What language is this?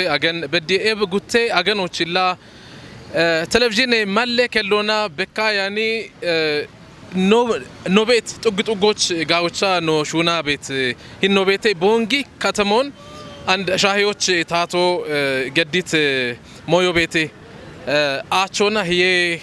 Kafa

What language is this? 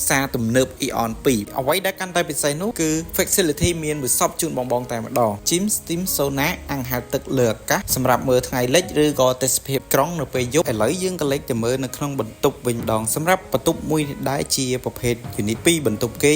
Khmer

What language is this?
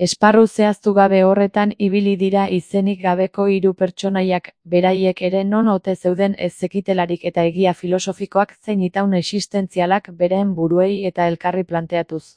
Basque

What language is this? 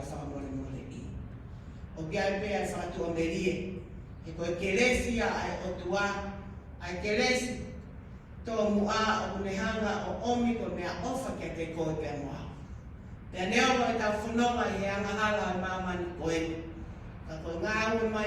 Tongan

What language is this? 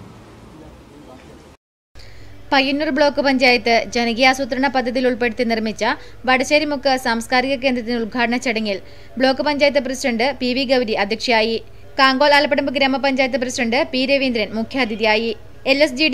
Malayalam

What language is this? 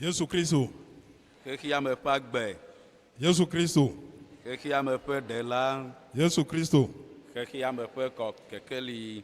Ewe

